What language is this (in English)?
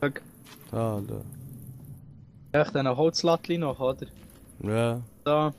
Swiss German